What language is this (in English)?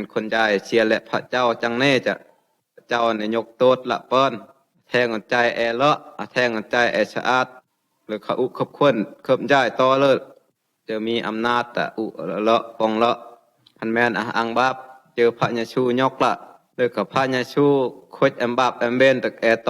Phai